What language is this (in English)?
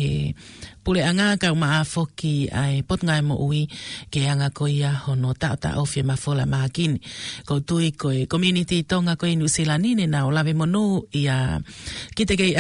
Tongan